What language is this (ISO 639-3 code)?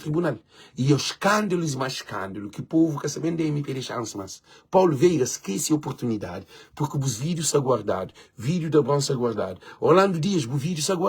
kea